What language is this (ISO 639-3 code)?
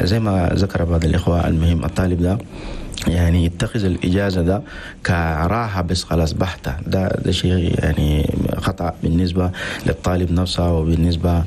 shu